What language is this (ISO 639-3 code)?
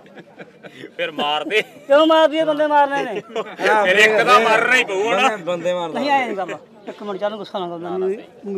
pan